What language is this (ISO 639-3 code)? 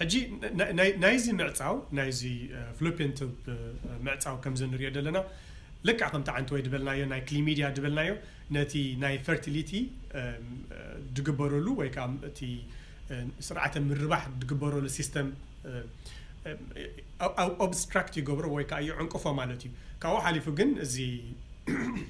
tir